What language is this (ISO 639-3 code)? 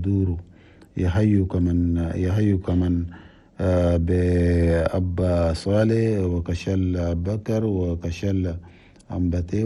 shu